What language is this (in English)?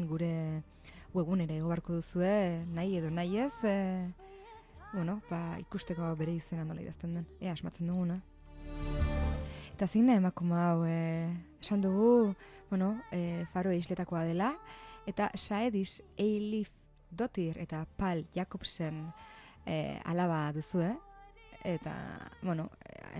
Basque